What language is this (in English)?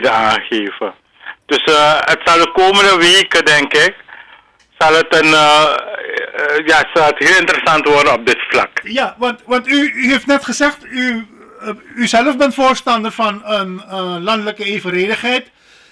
Dutch